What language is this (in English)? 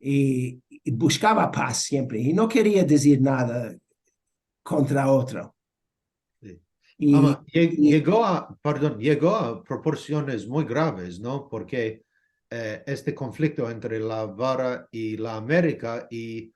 Ladino